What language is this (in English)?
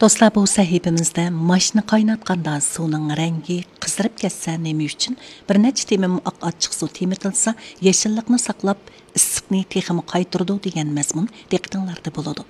Uyghur